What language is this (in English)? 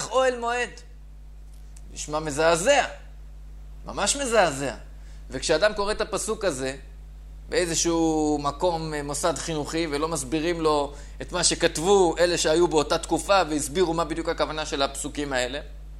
Hebrew